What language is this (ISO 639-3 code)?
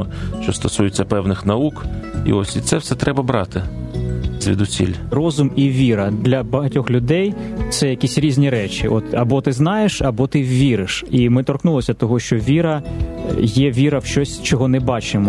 ukr